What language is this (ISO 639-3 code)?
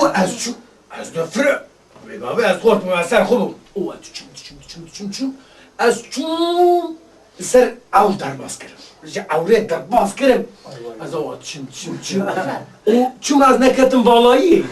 kur